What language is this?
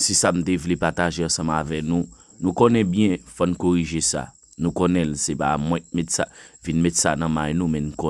Haitian Creole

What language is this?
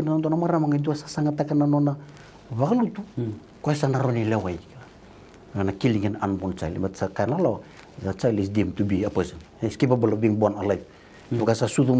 Fijian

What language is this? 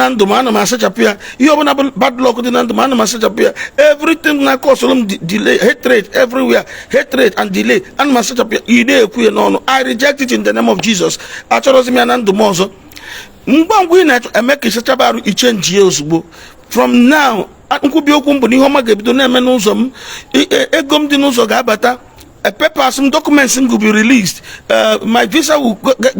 Igbo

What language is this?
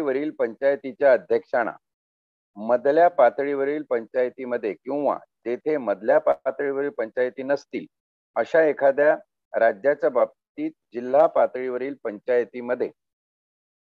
Marathi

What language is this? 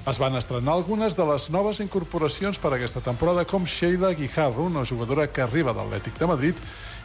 Catalan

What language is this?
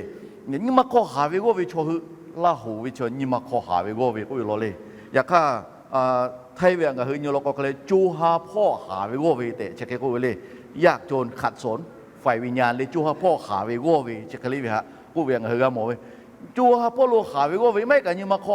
Lahu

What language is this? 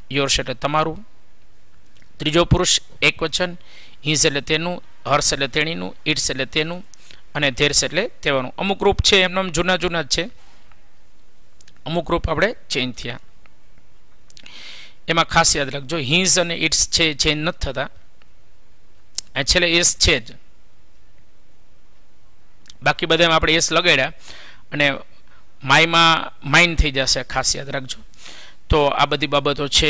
Gujarati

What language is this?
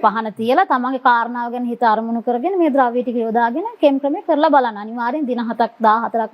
Sinhala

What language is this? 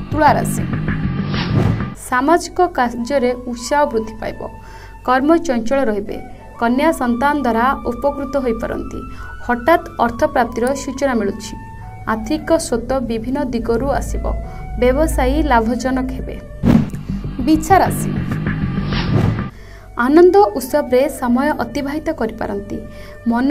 Odia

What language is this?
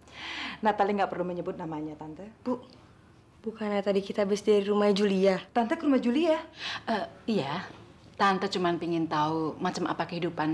Indonesian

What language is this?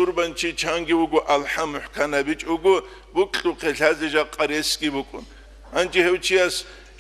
Avaric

